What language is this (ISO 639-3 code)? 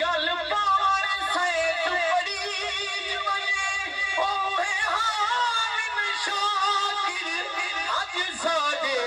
skr